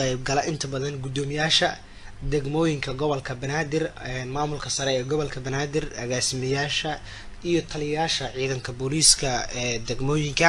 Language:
Somali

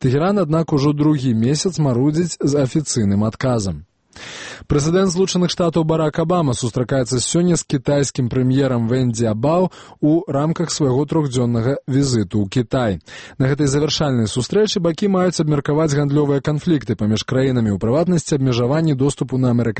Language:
Belarusian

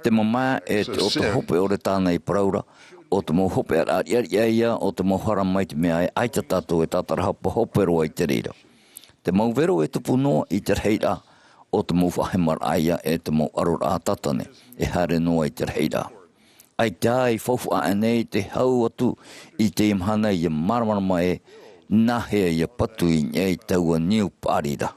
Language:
Tahitian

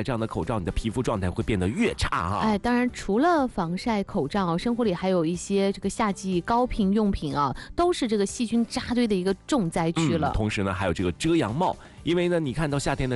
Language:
Chinese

